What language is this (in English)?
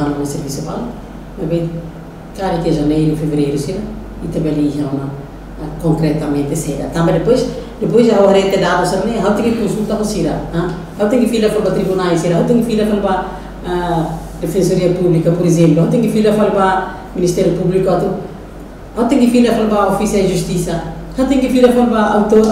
Tetum